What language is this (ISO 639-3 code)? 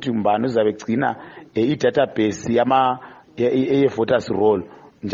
nde